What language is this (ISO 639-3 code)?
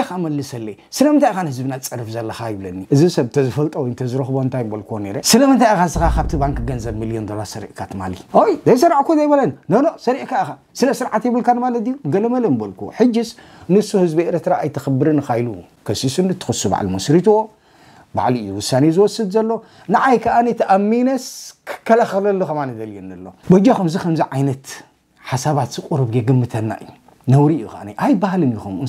tir